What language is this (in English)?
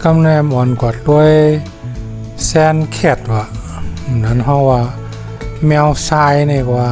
Shan